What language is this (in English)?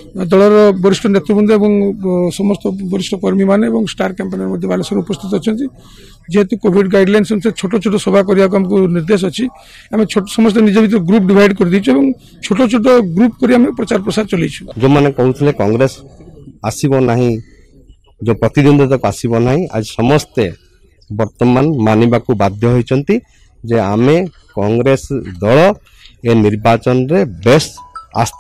Odia